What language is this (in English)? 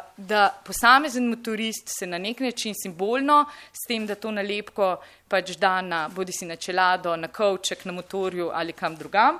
Slovenian